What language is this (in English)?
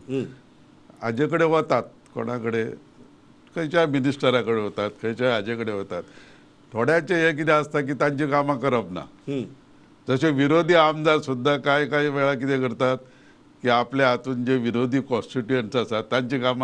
Konkani